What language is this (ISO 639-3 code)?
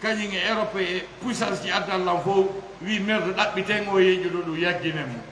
ful